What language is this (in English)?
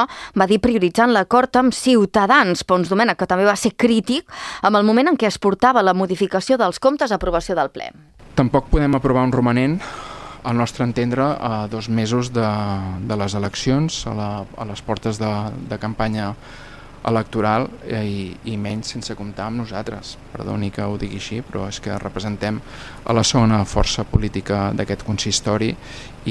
Catalan